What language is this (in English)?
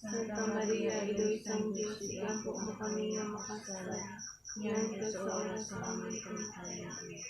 Hiligaynon